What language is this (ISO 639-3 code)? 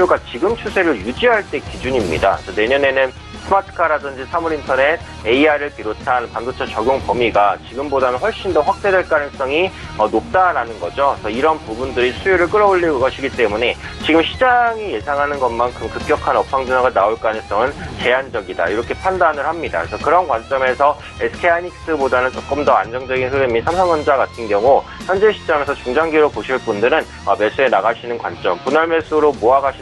kor